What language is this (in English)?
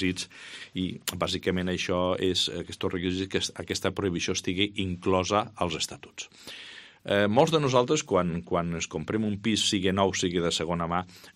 Catalan